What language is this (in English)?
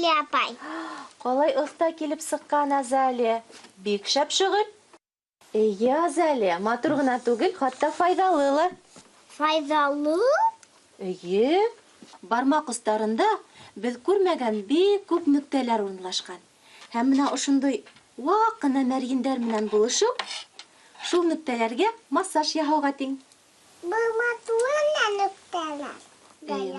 Bashkir